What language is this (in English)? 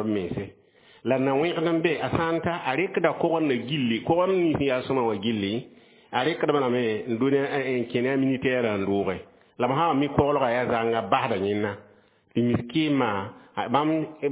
Mossi